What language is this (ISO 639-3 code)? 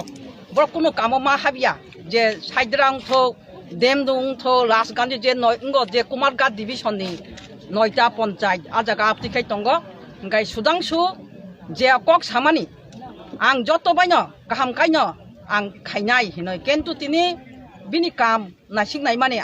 trp